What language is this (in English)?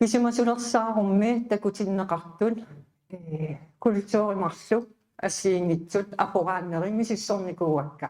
Kalaallisut